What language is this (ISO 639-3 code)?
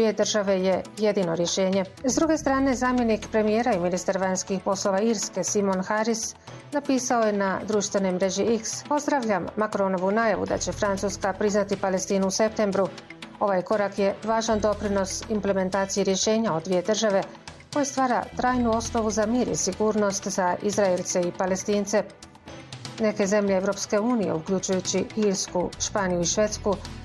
bos